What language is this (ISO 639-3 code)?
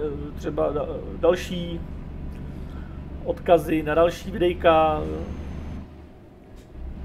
ces